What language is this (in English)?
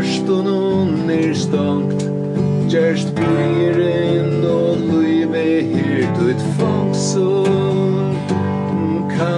Faroese